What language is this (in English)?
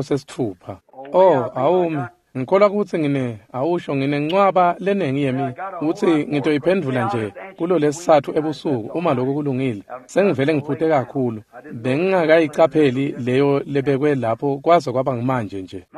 Swati